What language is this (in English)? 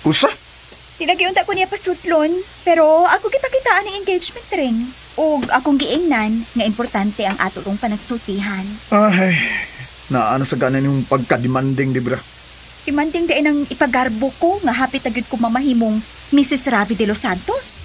Cebuano